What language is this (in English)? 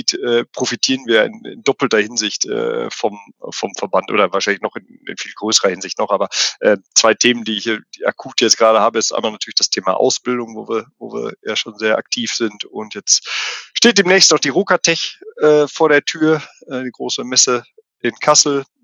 German